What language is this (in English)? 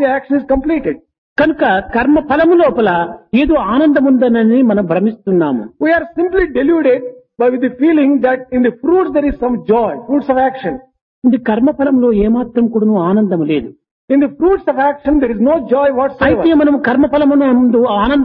Telugu